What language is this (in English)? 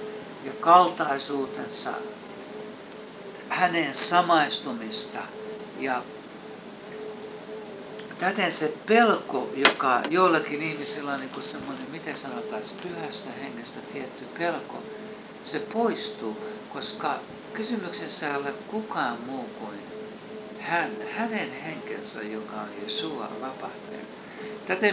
Finnish